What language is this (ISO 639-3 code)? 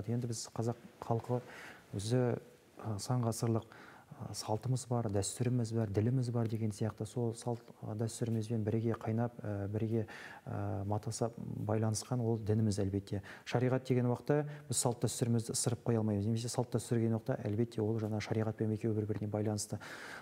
kaz